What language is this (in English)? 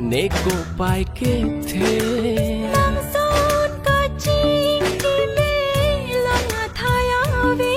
Karbi